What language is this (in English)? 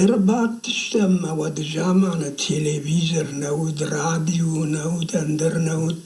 Ossetic